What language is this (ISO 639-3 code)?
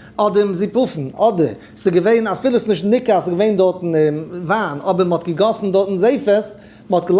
yid